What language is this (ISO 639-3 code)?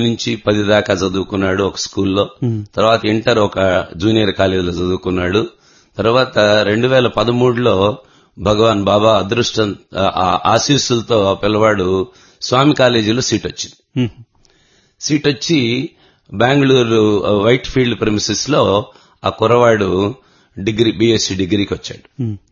tel